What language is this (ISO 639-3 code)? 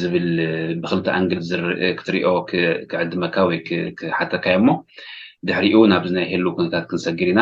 tir